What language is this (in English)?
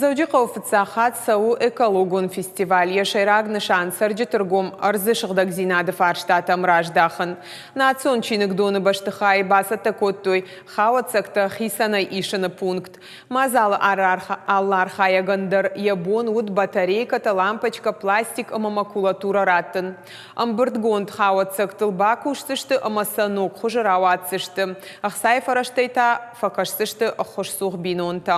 Ossetic